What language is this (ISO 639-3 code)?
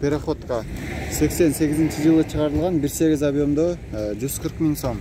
kir